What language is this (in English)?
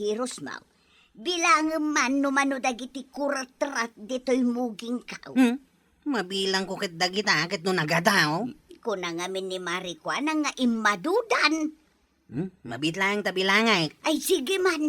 Iloko